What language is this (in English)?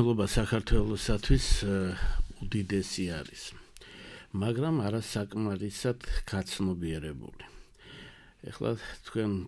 Georgian